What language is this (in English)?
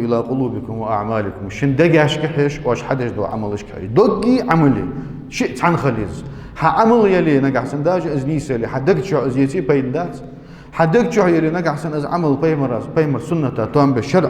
Ingush